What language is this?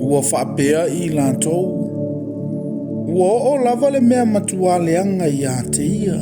Samoan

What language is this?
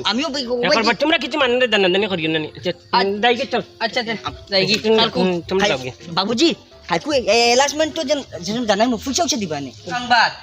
Sylheti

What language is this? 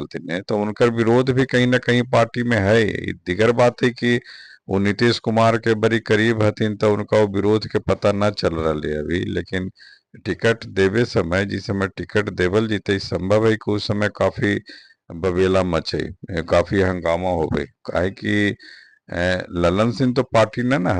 Magahi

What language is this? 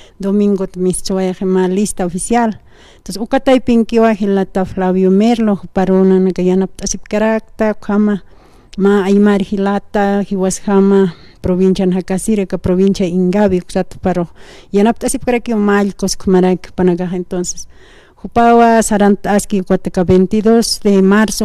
Aymara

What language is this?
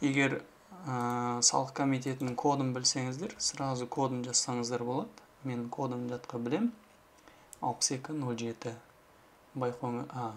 Kazakh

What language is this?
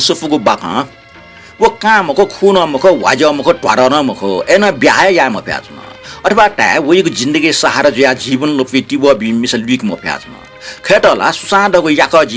Newari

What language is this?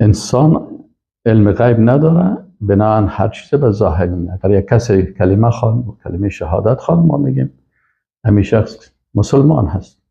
Persian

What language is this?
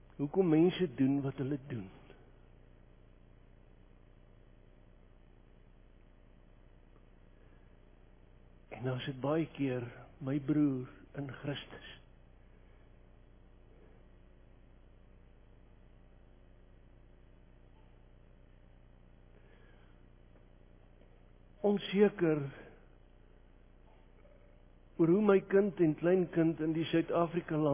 Afrikaans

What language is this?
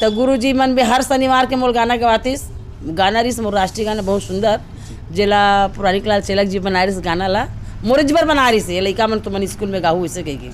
Chhattisgarhi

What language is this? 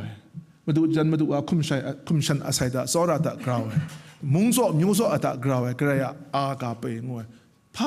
Kachin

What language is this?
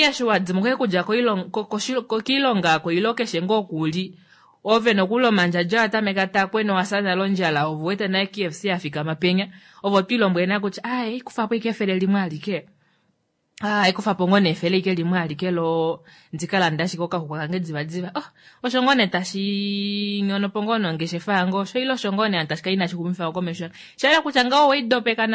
Kuanyama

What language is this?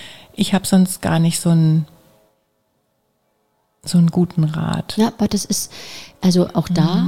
German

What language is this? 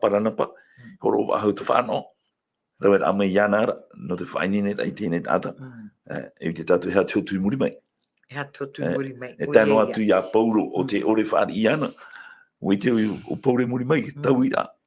Tahitian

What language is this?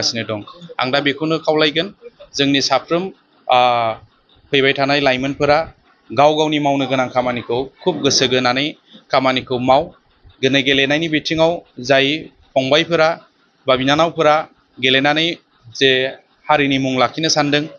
Bodo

